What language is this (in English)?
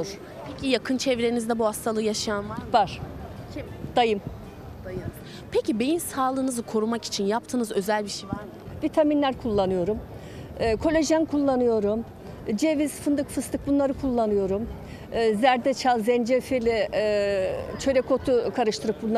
Turkish